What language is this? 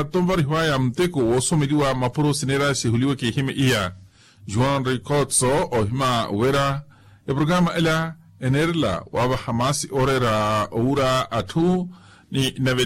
Makhuwa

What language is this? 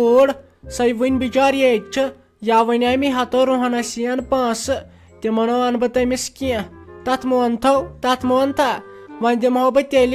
Kashmiri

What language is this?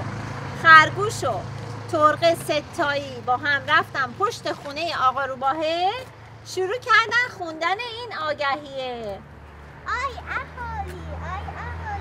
Persian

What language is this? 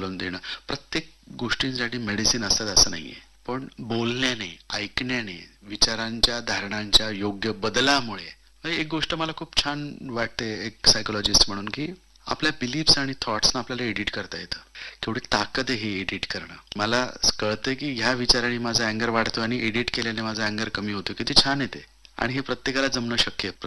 Marathi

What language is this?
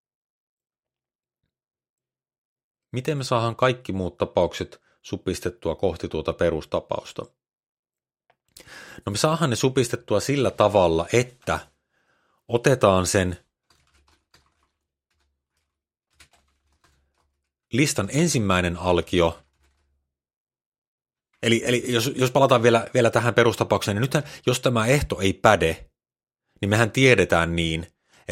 Finnish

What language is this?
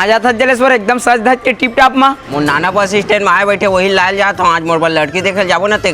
Chhattisgarhi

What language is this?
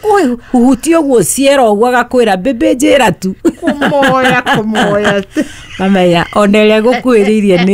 Kikuyu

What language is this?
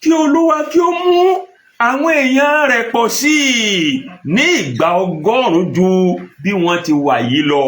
Yoruba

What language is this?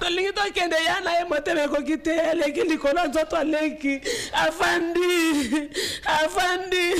Lingala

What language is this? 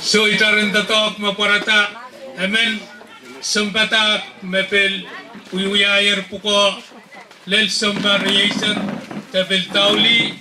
Pohnpeian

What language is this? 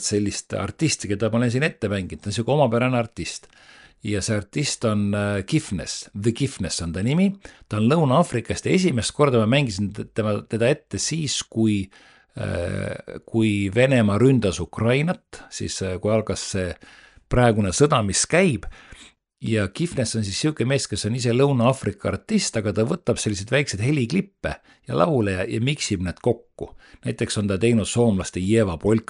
Estonian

